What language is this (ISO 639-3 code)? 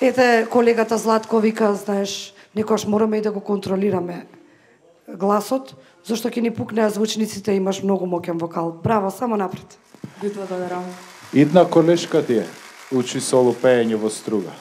mkd